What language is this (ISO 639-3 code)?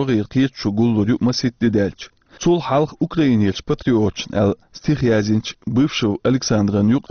che